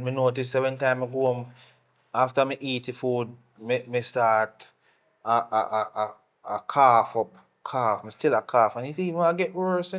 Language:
Jamaican Creole English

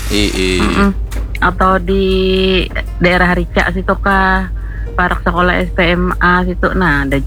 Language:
Banjar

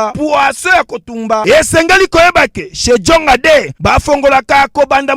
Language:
Lingala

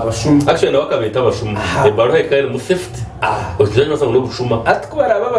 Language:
Nyankole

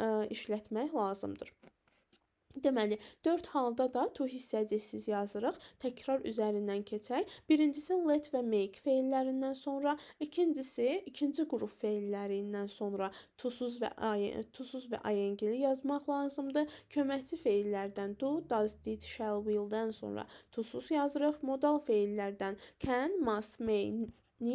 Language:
Azerbaijani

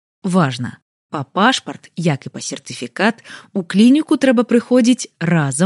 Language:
Belarusian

